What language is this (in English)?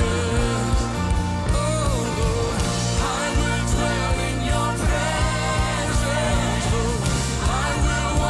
English